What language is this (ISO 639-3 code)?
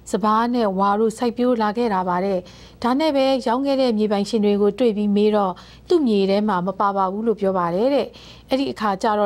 mya